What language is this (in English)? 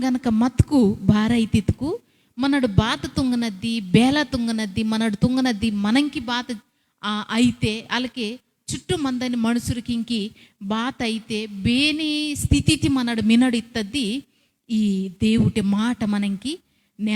Koya